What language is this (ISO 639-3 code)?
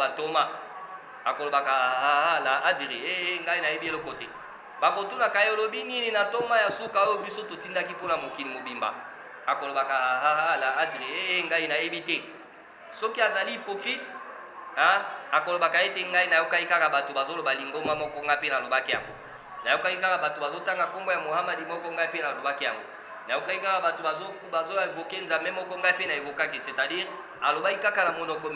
lin